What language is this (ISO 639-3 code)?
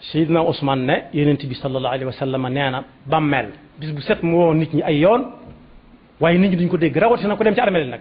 wol